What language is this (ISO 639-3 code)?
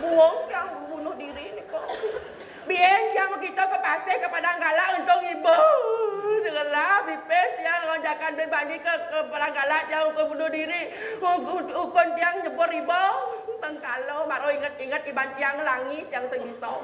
ban